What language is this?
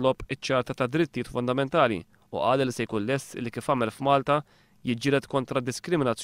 Maltese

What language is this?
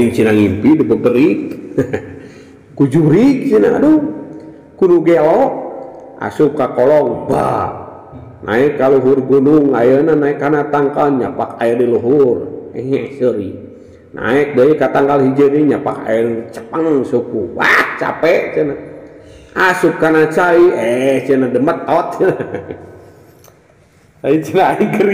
Sundanese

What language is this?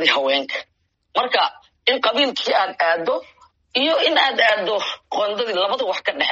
Somali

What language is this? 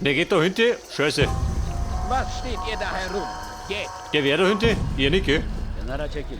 Bavarian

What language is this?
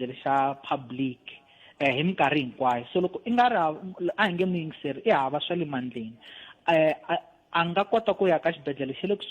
Tsonga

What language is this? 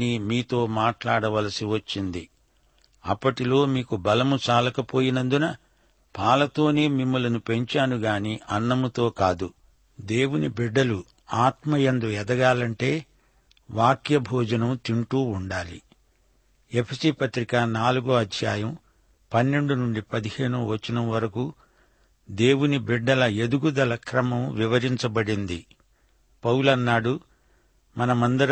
Telugu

